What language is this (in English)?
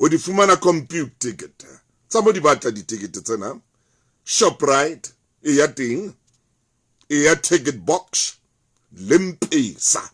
Southern Sotho